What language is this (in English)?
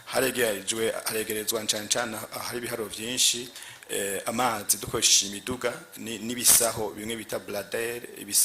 Rundi